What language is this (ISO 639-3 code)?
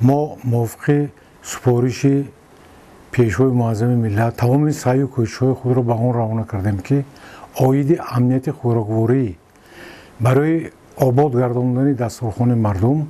tgk